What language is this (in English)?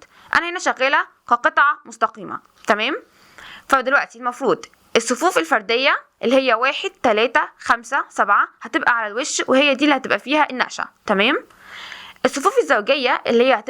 Egyptian Arabic